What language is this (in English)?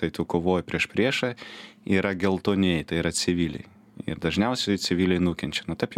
Lithuanian